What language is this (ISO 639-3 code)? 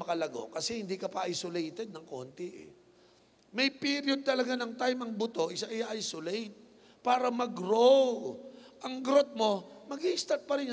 fil